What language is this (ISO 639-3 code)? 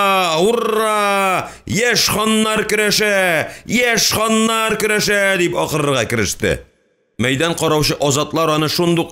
tat